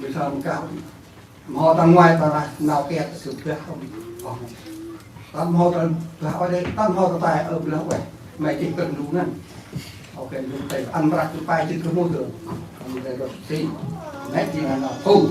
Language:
Central Mnong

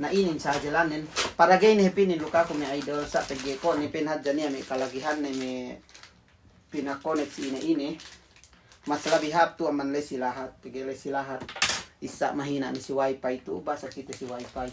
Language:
Yakan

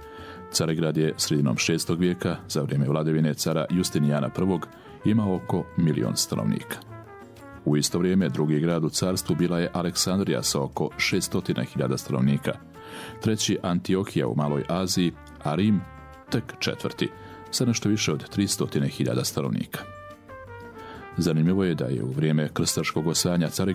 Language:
Bosnian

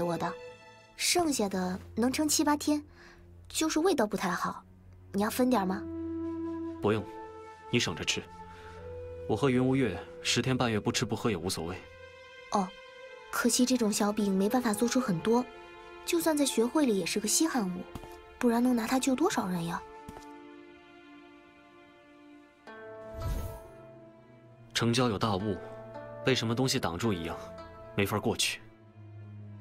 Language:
Chinese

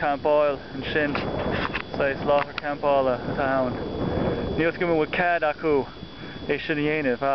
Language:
Irish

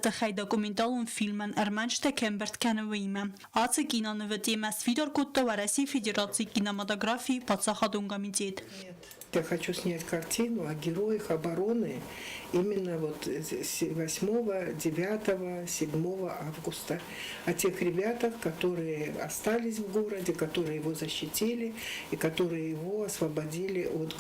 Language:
Ossetic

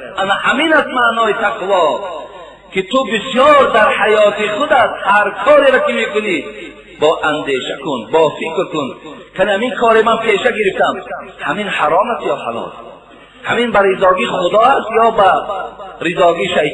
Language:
Tajik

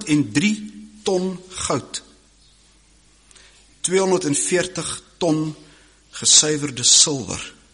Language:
Afrikaans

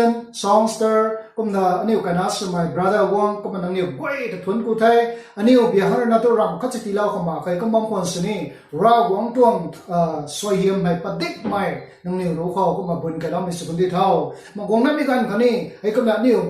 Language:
Rongmei Naga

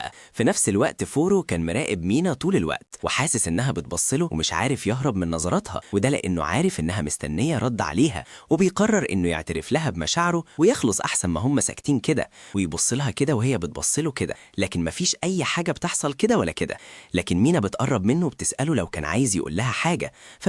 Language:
Egyptian Arabic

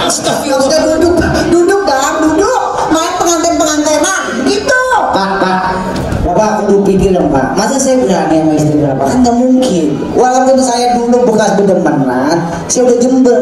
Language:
Betawi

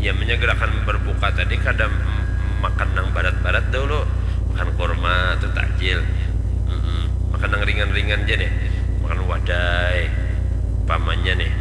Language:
Banjar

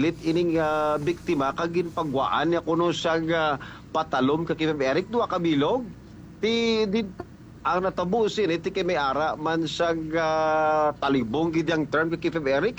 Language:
Hiligaynon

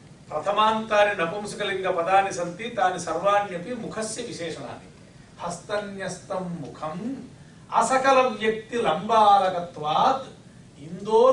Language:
Sanskrit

